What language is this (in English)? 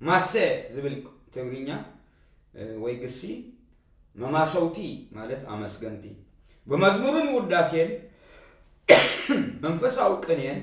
Tigrinya